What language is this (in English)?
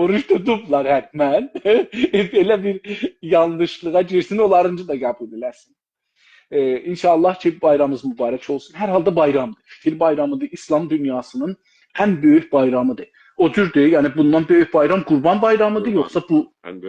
South Azerbaijani